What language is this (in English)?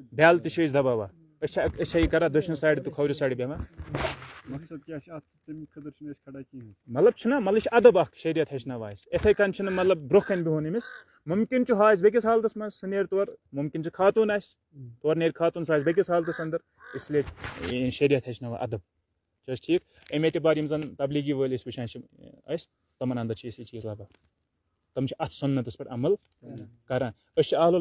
Kashmiri